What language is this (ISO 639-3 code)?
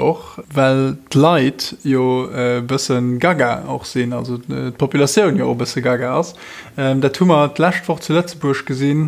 ltz